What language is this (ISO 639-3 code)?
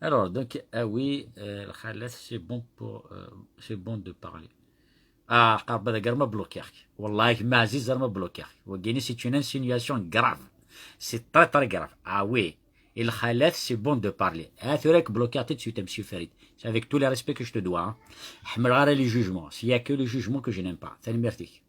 kab